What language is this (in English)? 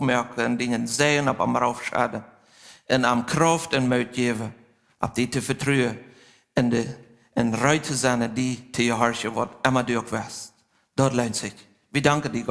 Plautdietsch